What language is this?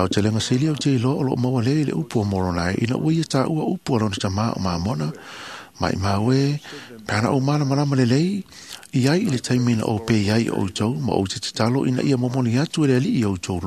Samoan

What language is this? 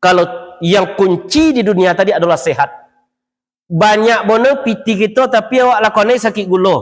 Minangkabau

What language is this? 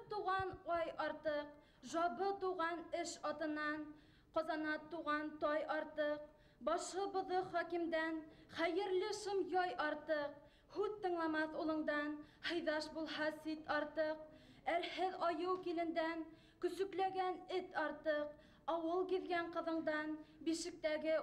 Bashkir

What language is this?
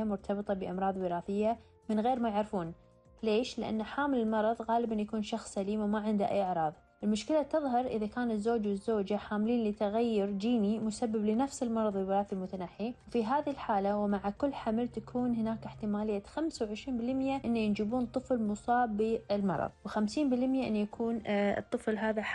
Gulf Arabic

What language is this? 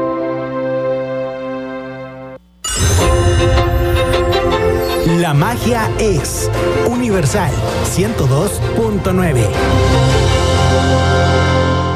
Spanish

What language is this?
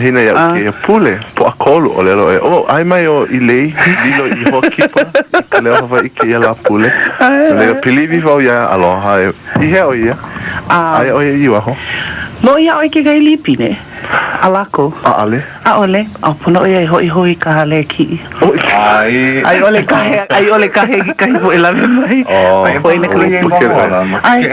Hawaiian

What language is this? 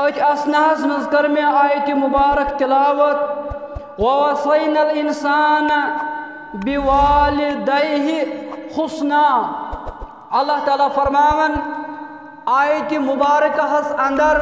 Kashmiri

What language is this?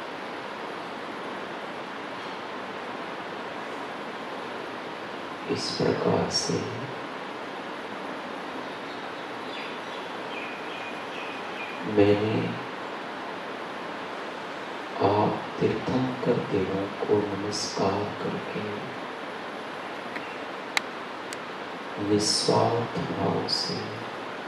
Hindi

